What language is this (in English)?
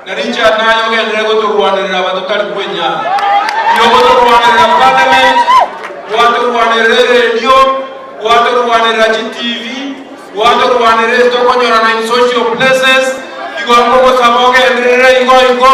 Gusii